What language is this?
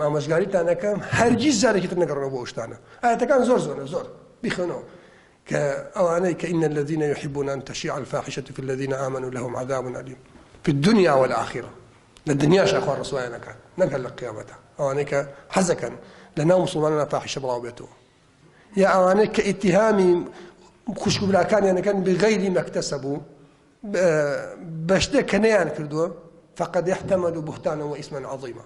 Central Kurdish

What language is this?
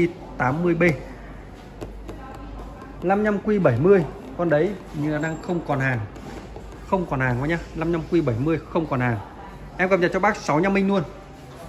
Vietnamese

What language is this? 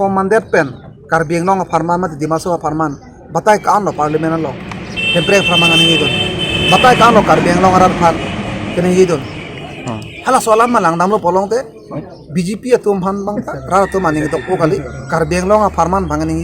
Karbi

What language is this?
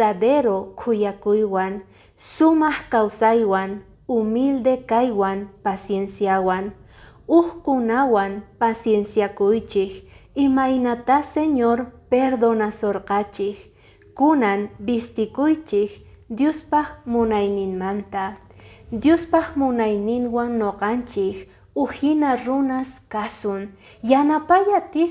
Quechua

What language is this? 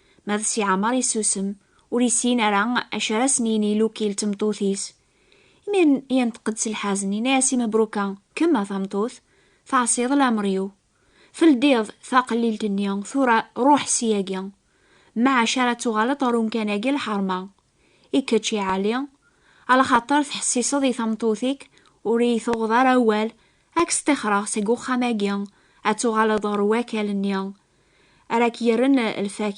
Kabyle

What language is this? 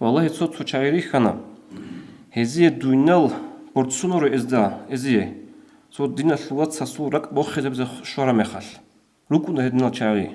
Avaric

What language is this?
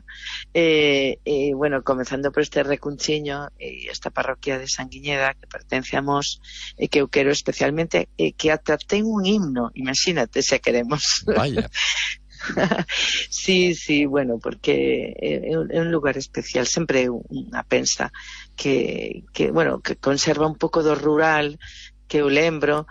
Galician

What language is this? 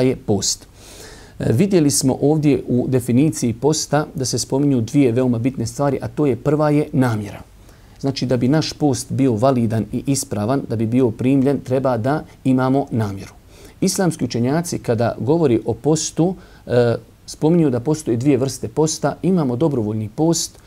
Bosnian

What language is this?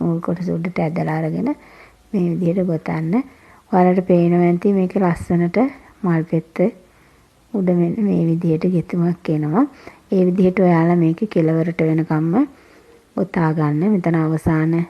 Sinhala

